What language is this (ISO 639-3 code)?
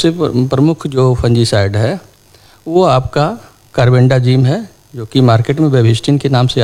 hin